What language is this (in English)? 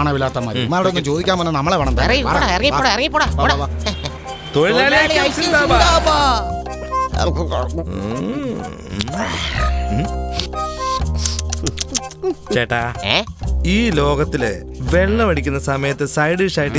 Malayalam